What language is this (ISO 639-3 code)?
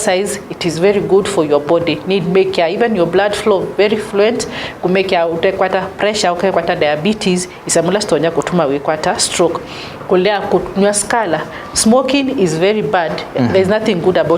kam